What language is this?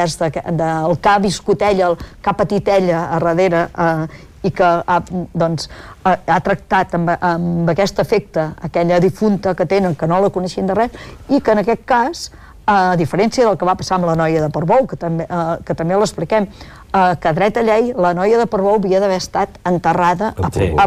Catalan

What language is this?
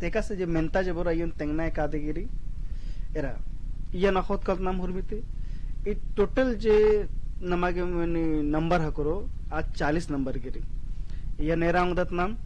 Kurukh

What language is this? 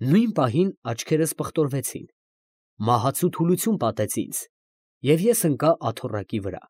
Armenian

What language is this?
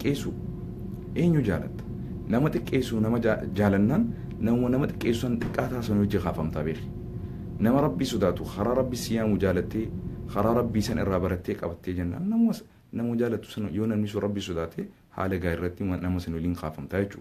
Oromo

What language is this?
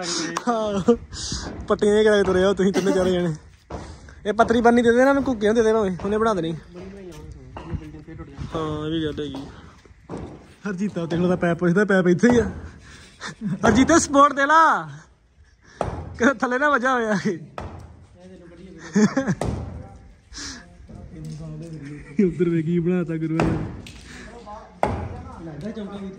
Punjabi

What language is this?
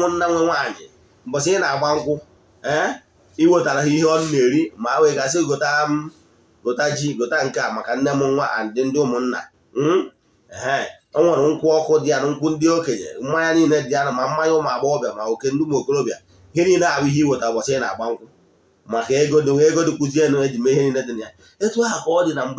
Igbo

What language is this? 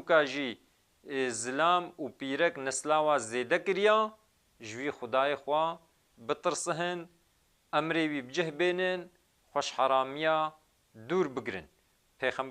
Kurdish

